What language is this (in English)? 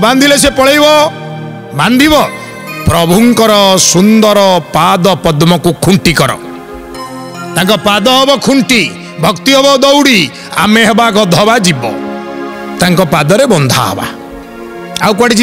Odia